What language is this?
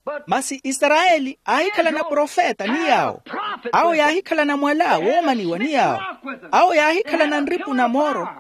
Makhuwa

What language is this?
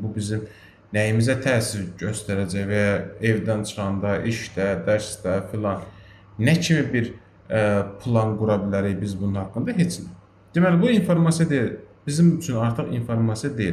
Azerbaijani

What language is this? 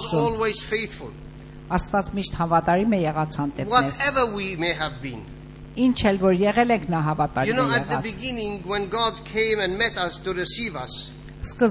Armenian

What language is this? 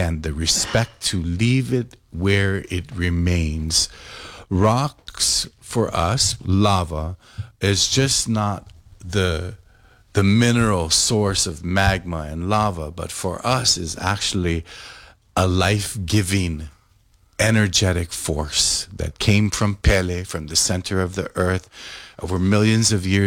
English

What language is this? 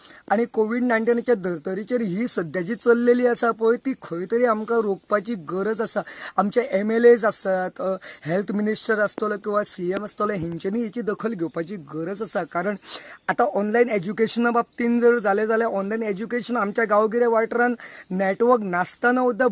Konkani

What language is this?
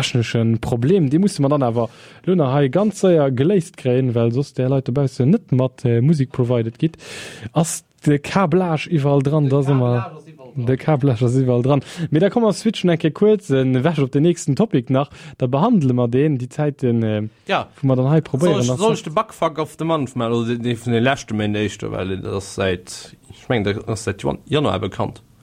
Luxembourgish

